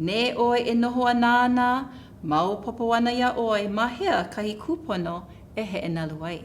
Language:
Hawaiian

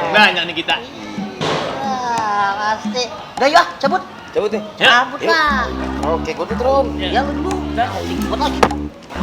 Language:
Betawi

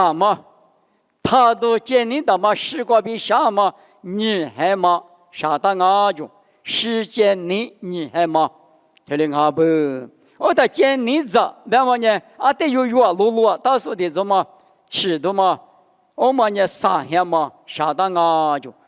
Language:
Lisu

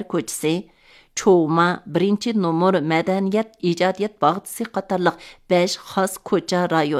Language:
Uyghur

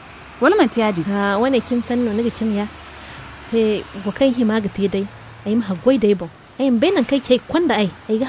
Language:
Zarma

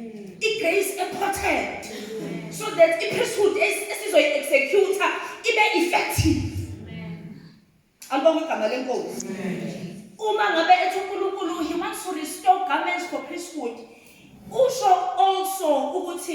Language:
Zulu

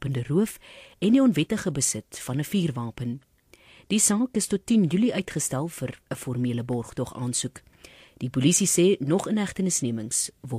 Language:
Afrikaans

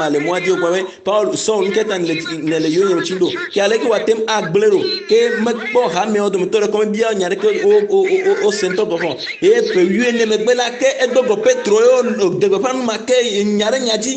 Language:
Ewe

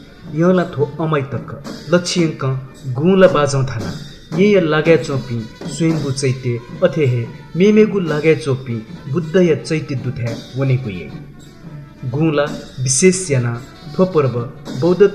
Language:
Newari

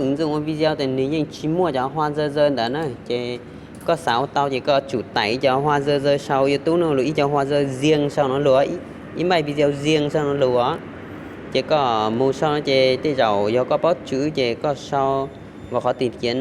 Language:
Hmong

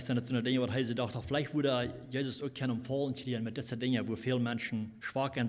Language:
Plautdietsch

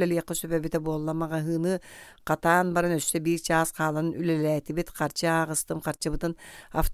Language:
Yakut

